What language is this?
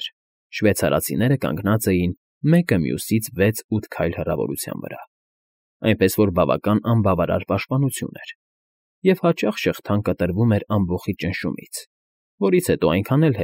Armenian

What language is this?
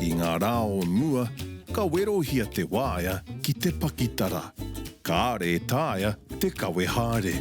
Māori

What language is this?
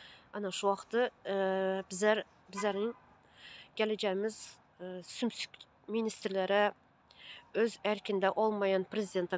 Turkmen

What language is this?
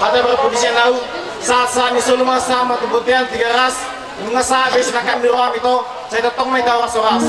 Batak Toba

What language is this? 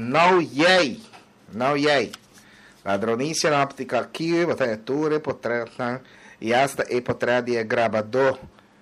Papiamento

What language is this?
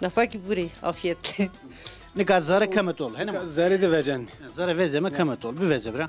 Zaza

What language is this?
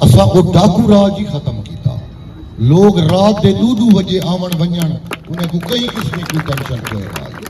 Saraiki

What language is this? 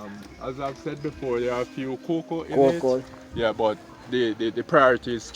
Jamaican Creole English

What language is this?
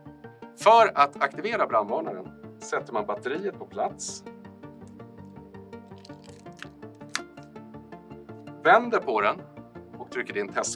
Swedish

